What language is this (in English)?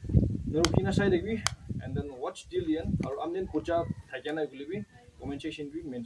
Naga Pidgin